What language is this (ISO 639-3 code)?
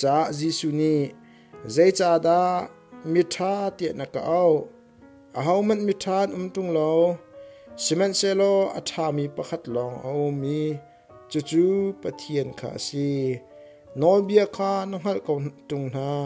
cnh